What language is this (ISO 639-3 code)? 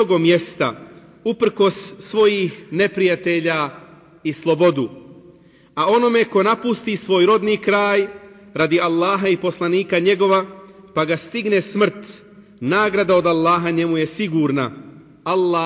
bos